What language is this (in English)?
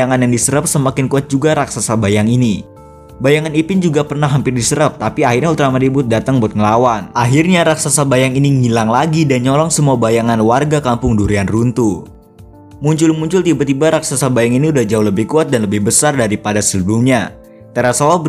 Indonesian